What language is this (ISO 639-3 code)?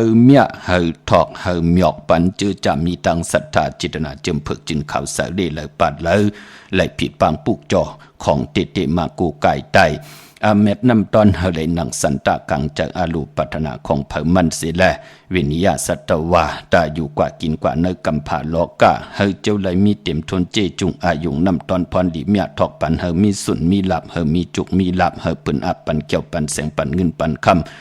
shn